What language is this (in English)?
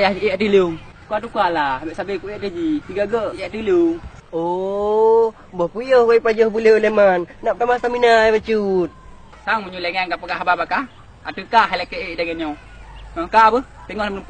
Achinese